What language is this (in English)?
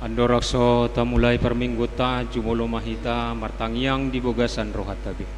Batak Toba